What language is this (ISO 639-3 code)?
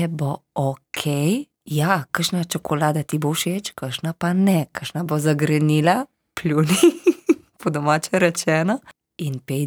slv